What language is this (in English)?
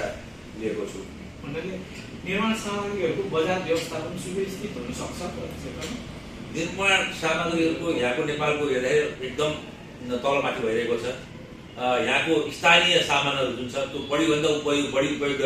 Nepali